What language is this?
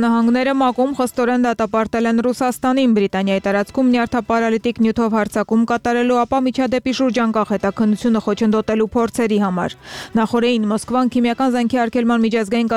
Armenian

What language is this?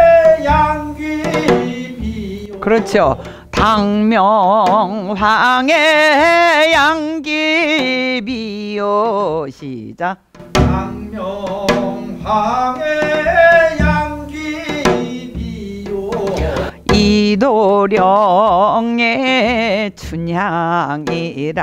Korean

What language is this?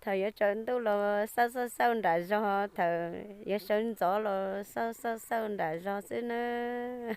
Hmong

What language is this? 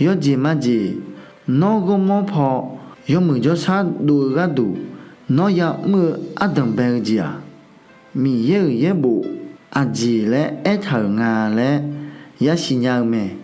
Akha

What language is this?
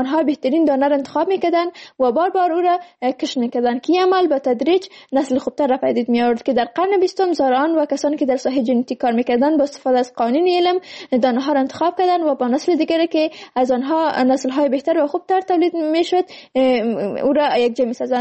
Persian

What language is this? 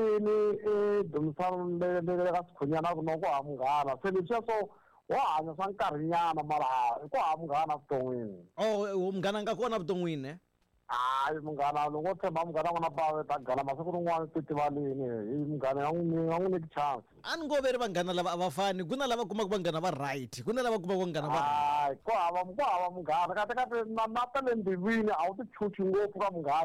Tsonga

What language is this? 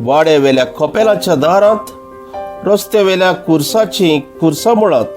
Konkani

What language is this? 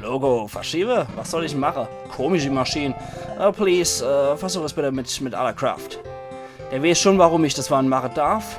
Palatine German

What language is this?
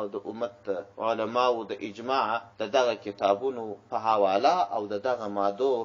Pashto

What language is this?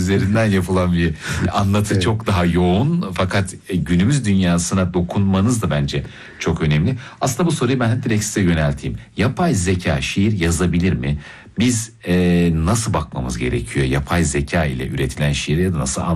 Turkish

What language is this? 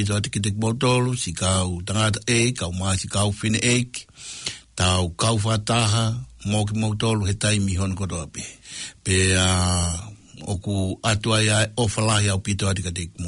Tongan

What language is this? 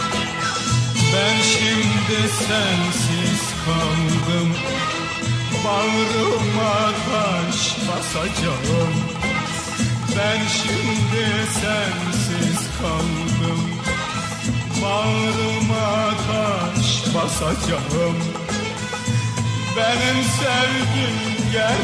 Turkish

